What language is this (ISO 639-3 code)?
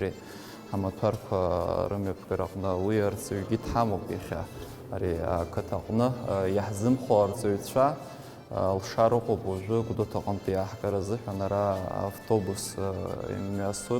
abk